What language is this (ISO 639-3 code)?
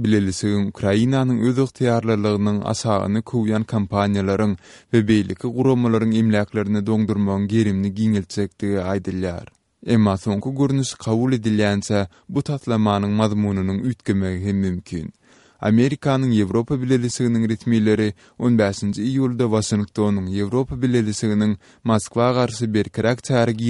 tuk